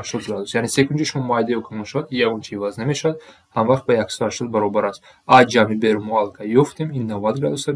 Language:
Tajik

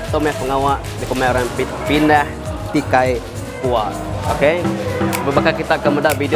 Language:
Iban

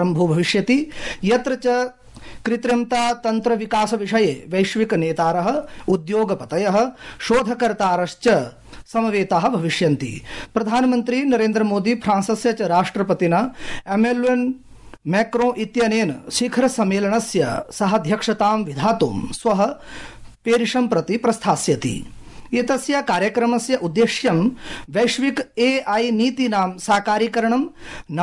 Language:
Sanskrit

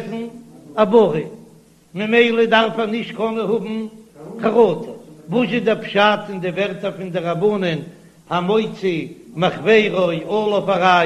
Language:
Yiddish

